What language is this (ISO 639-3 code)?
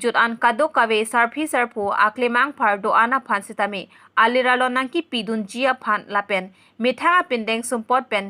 mjw